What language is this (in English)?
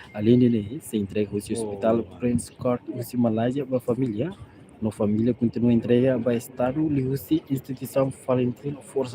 Tetum